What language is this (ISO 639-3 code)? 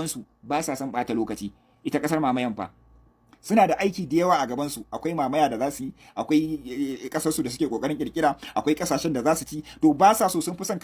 hau